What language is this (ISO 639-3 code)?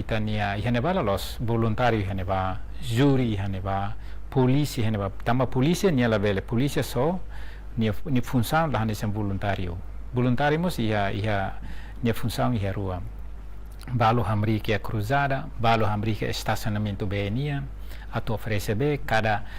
tet